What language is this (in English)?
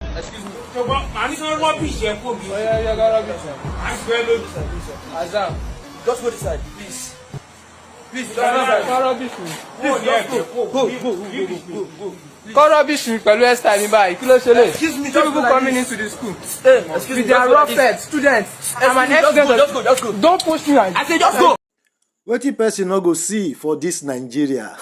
Nigerian Pidgin